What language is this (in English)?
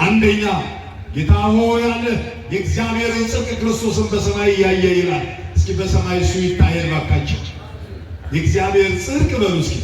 Amharic